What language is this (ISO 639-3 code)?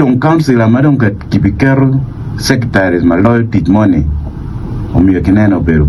ach